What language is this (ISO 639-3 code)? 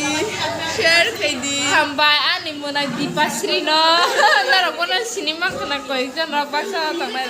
trp